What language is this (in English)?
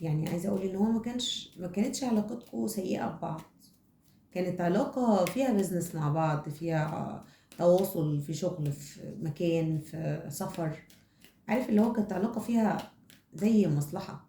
Egyptian Arabic